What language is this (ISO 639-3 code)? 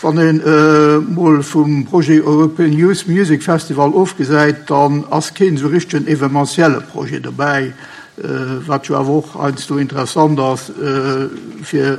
ltz